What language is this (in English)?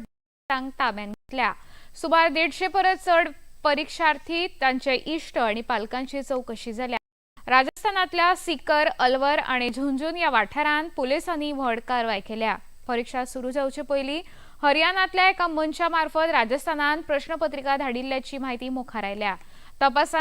Konkani